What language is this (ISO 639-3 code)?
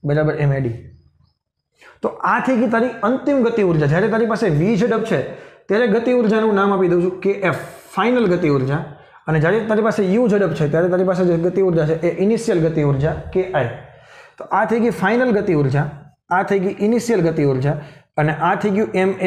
guj